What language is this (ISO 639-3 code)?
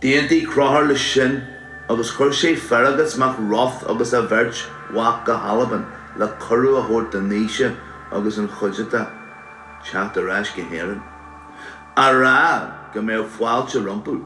gle